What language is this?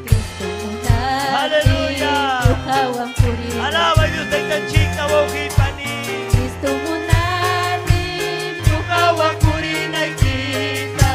Ayacucho Quechua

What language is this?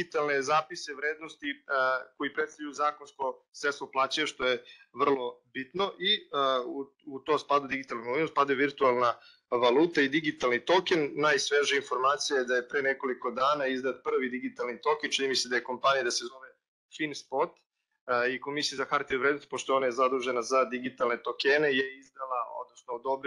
Serbian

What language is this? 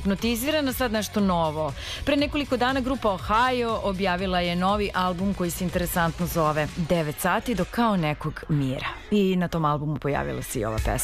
Serbian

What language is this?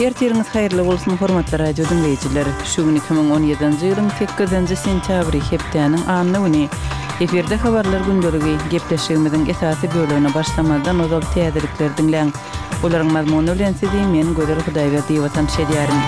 Turkmen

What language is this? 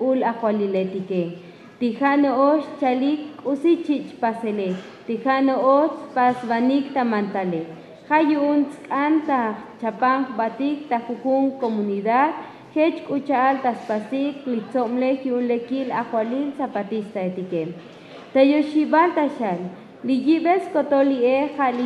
Tzotzil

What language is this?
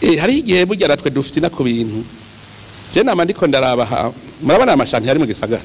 Rundi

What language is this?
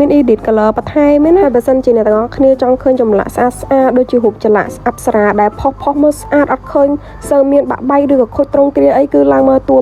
Khmer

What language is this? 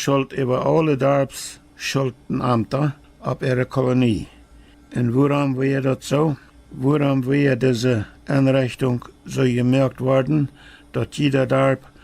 Plautdietsch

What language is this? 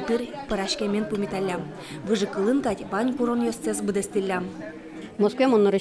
Udmurt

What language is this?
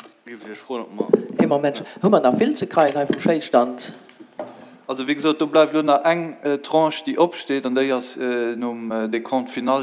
Luxembourgish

